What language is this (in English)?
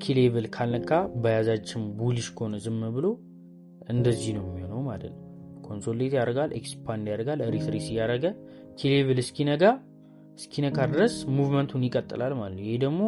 Amharic